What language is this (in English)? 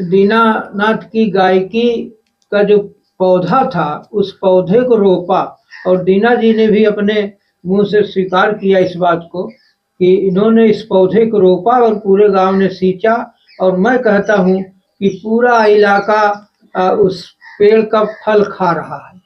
Awadhi